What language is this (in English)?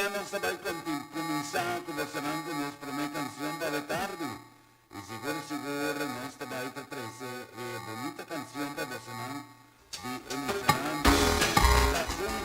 Papiamento